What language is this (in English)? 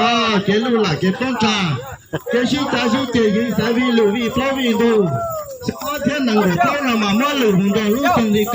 Hmong